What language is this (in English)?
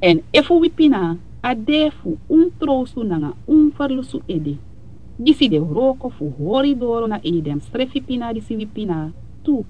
Sranan Tongo